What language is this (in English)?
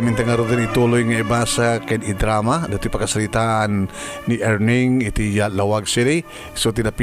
Iloko